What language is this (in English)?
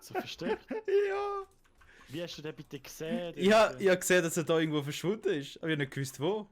Swiss German